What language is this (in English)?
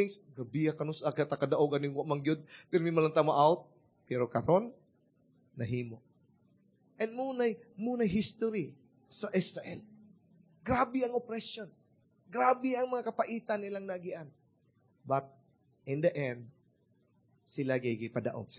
Cebuano